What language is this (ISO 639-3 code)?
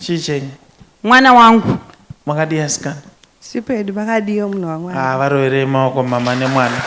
sna